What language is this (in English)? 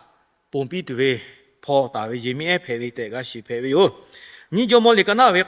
Lahu